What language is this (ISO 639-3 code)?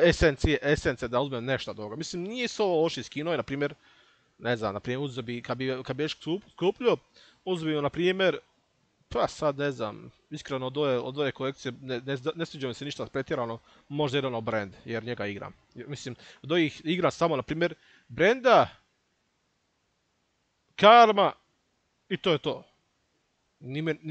hrv